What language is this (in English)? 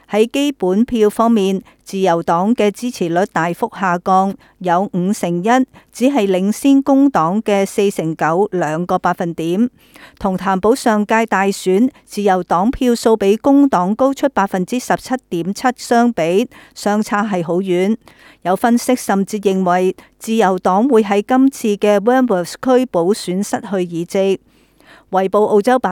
Cantonese